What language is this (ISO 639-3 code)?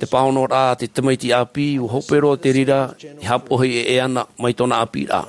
tah